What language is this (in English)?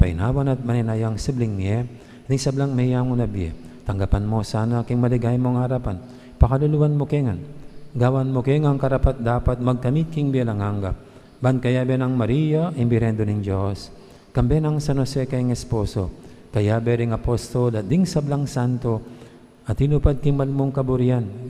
Pampanga